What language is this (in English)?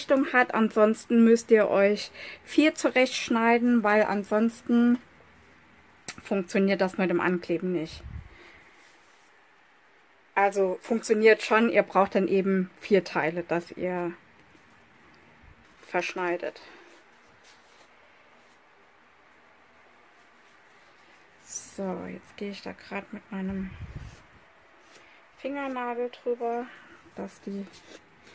German